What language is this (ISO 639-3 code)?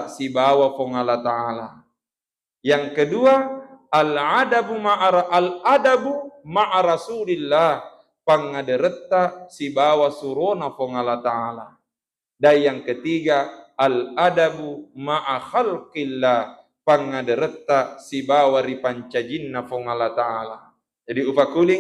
bug